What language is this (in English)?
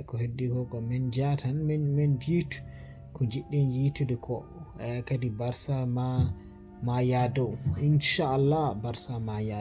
Fula